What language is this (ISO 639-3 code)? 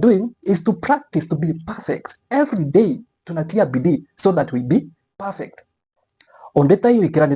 guz